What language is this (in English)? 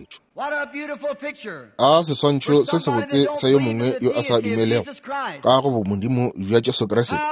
Northern Sotho